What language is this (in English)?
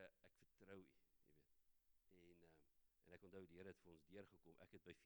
Afrikaans